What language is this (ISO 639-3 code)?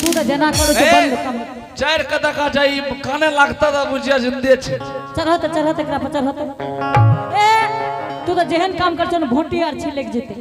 anp